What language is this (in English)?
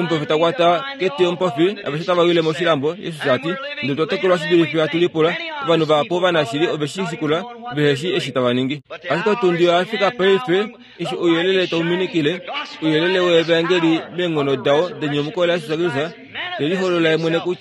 Kuanyama